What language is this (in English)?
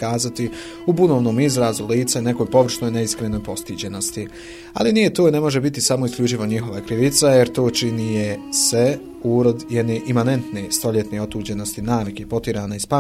Bosnian